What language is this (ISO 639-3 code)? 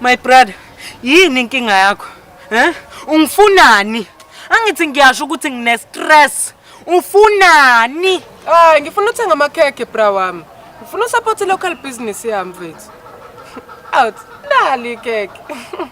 zul